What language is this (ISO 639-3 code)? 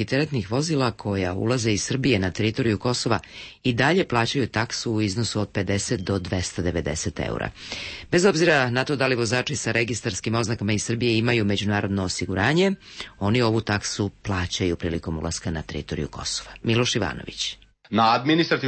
srp